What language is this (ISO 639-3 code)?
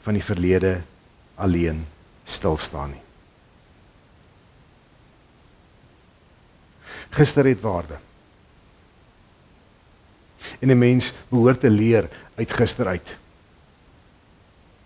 afr